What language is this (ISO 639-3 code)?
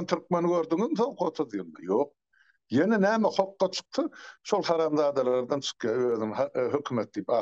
tuk